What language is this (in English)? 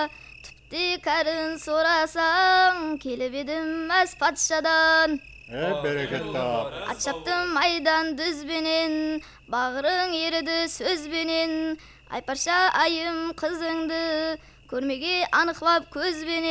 Kara-Kalpak